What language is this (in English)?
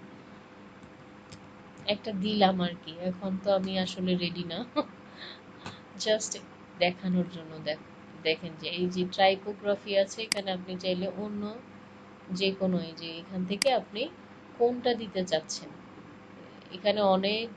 Bangla